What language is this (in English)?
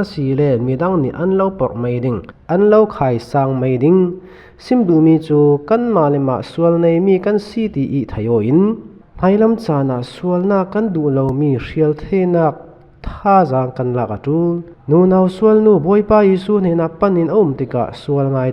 Falam Chin